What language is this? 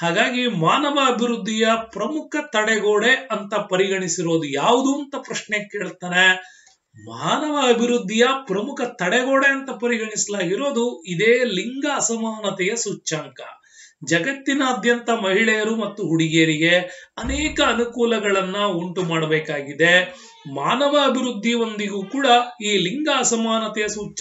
Kannada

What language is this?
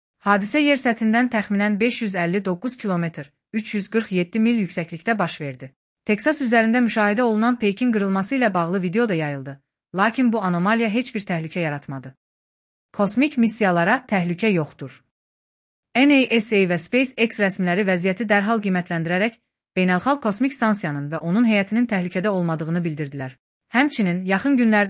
Azerbaijani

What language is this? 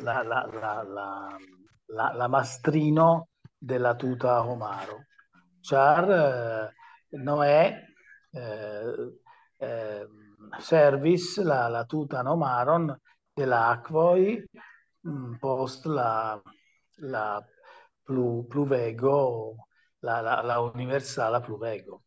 Esperanto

